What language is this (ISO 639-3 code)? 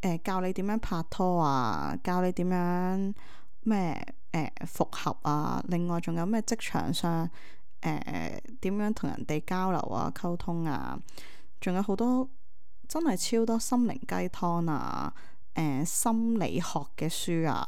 yue